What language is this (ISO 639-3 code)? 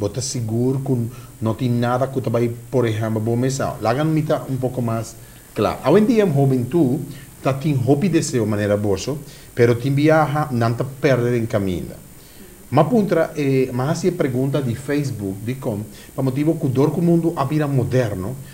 pap